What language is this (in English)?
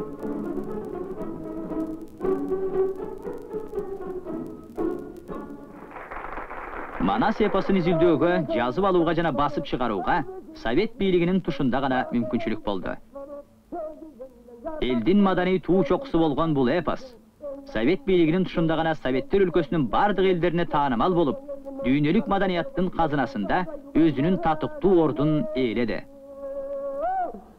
Kyrgyz